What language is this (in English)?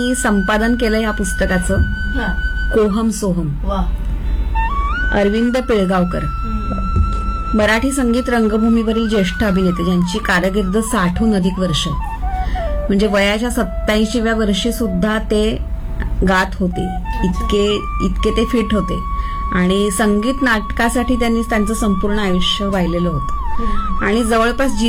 Marathi